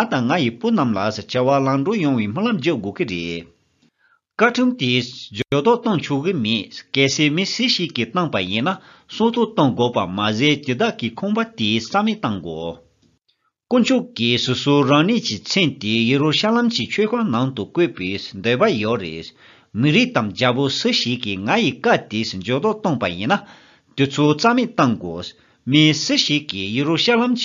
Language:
Tibetan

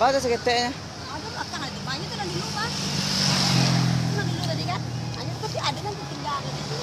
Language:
Minangkabau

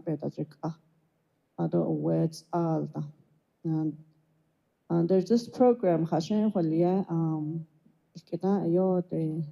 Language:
Navajo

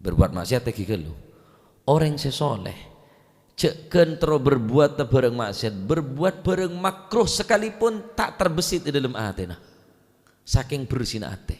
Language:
Madurese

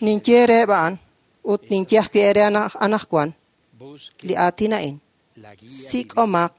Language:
Kekchí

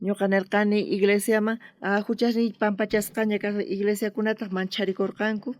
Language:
South Bolivian Quechua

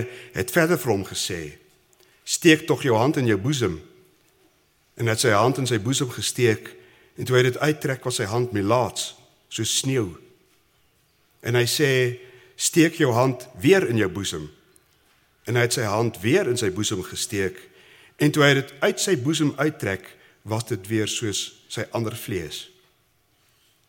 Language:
Afrikaans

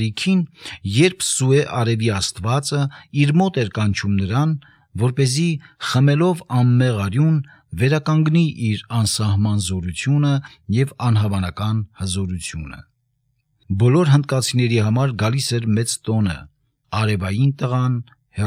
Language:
Armenian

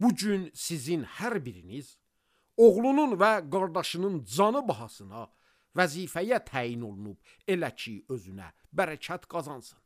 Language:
Azerbaijani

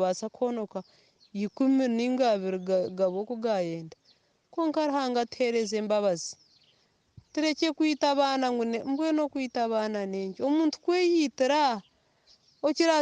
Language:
Nyankole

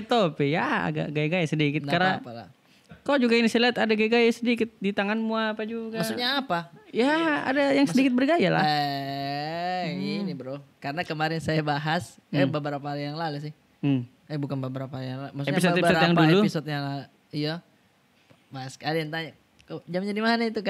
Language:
Makassar Malay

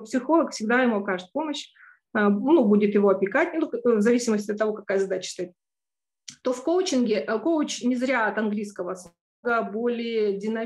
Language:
Russian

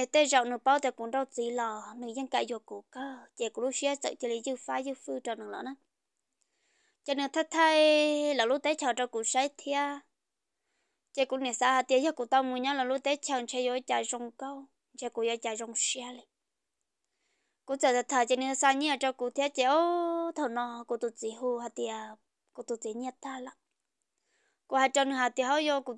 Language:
Vietnamese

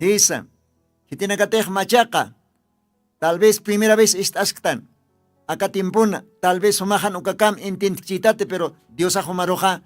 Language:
Aymara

